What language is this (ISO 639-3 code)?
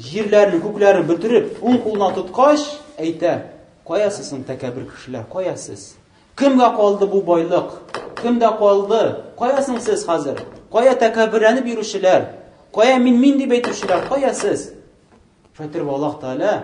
tat